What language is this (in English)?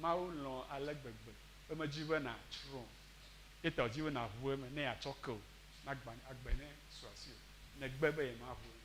Ewe